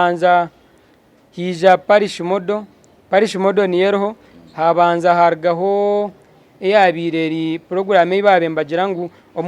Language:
Nyankole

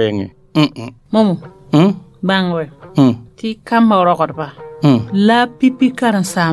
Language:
Mossi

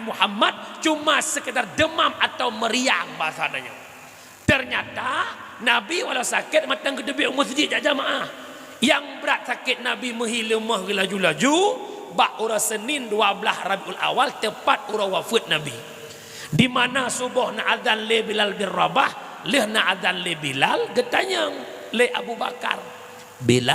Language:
Achinese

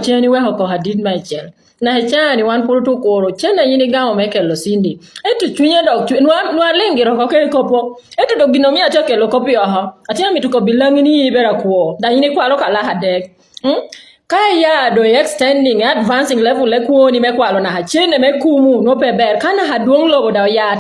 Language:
Acoli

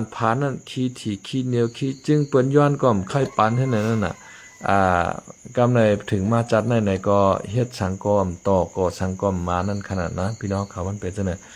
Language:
Shan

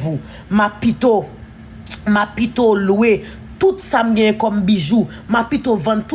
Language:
Haitian Creole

